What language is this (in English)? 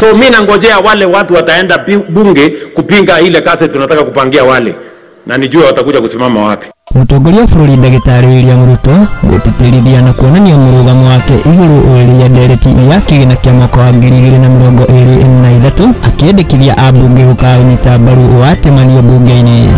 Kikuyu